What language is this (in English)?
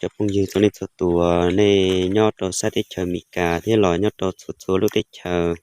Hmong